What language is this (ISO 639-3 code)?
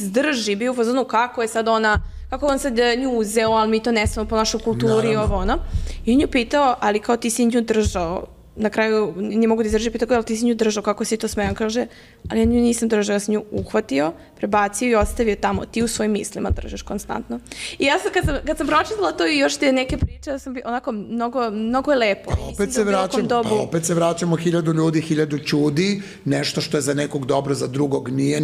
srp